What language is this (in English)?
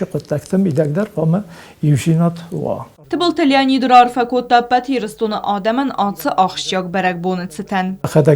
Ossetic